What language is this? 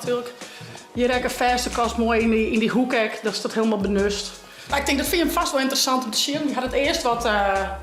Western Frisian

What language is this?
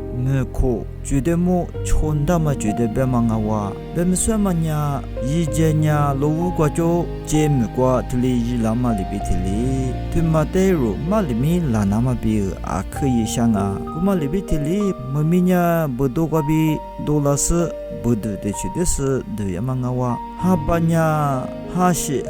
Lisu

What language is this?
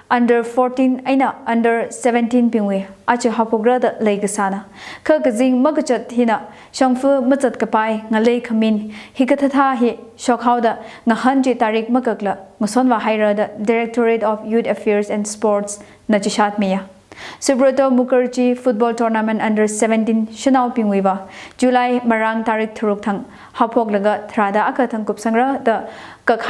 Tangkhul Naga (India)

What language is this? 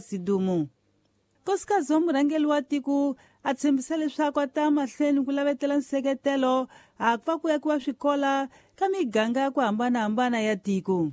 Tsonga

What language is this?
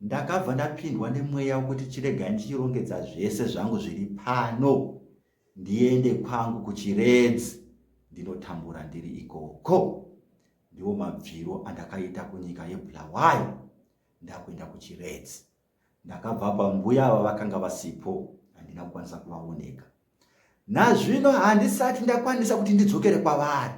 Shona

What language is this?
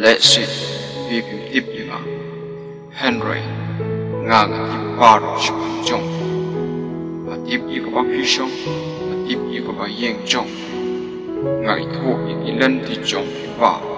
Khasi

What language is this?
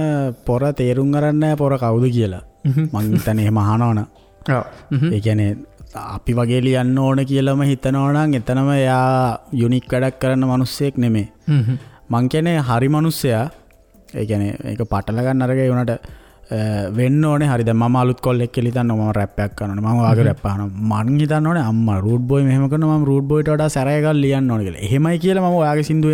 Sinhala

